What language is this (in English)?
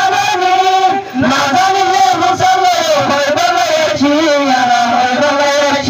Rohingya